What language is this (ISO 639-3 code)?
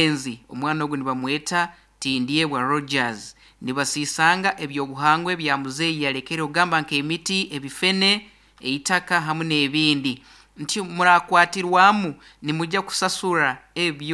nyn